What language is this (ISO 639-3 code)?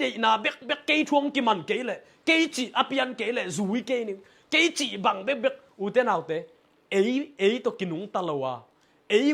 ctd